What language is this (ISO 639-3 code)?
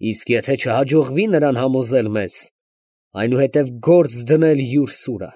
hye